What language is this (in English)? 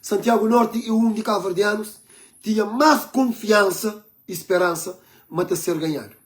Kabuverdianu